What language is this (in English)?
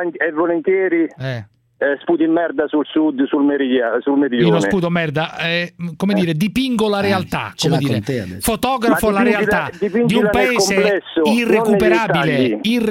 Italian